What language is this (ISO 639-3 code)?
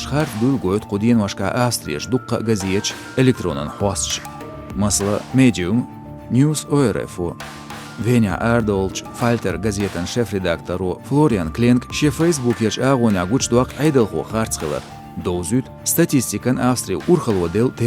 che